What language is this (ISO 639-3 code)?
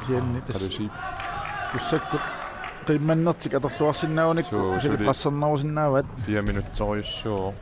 kal